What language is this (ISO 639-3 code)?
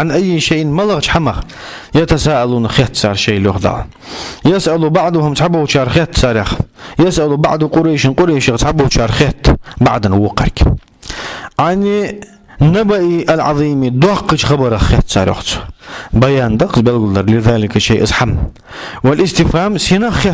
inh